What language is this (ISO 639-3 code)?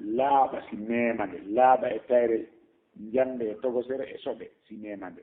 ful